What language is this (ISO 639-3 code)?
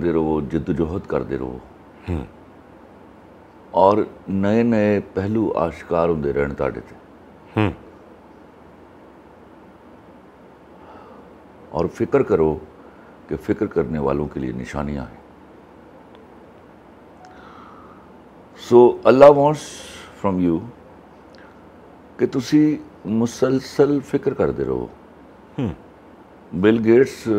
pan